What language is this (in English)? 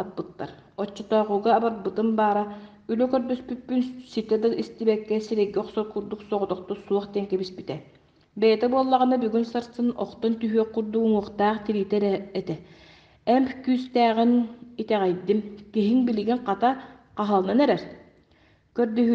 Yakut